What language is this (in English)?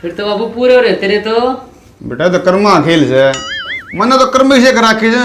Haryanvi